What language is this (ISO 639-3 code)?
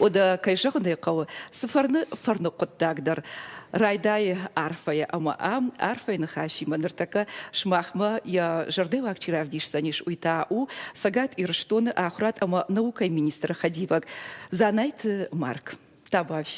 oss